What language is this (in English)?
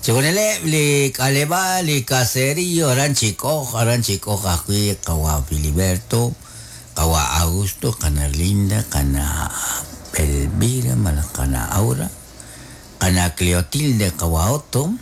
Kekchí